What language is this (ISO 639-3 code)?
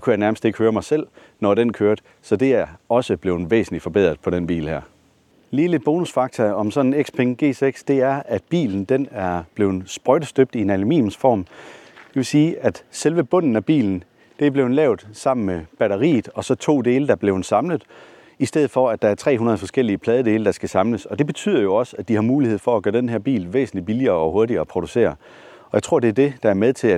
dan